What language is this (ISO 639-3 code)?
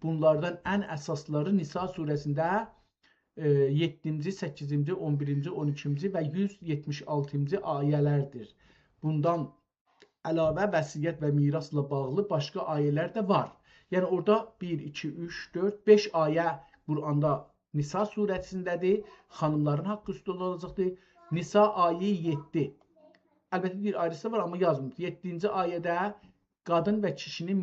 azb